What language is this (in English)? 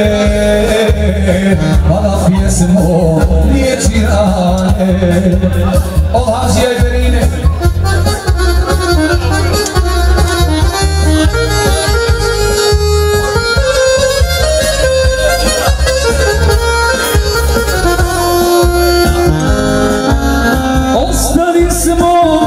Croatian